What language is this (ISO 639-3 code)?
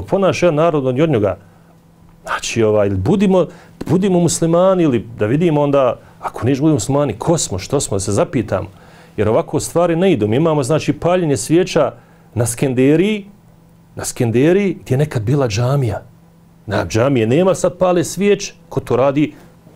bos